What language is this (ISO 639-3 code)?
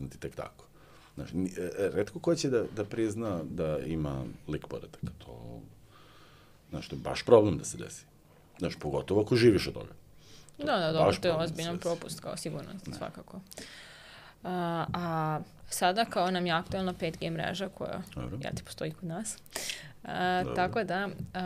srp